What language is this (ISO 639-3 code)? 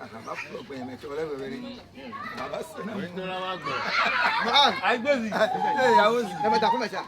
ewe